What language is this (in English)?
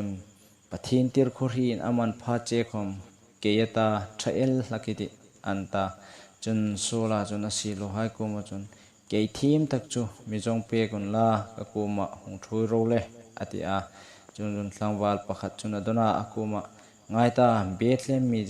Hmar